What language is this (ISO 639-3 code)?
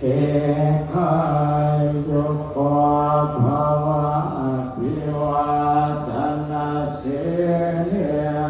pli